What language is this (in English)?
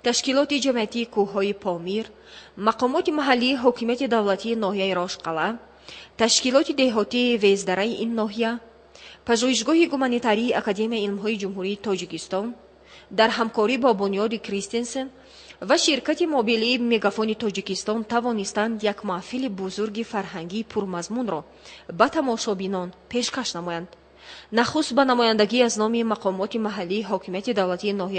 Tajik